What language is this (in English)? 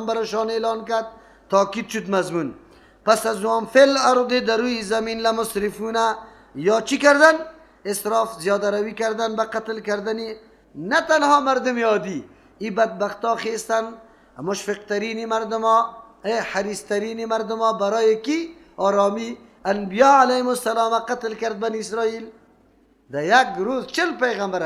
Persian